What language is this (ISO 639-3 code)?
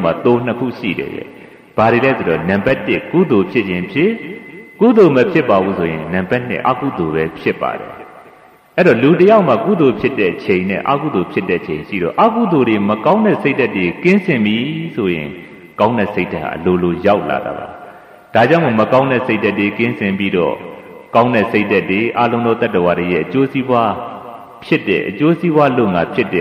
mya